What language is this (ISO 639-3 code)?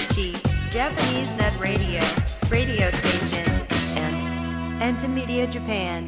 jpn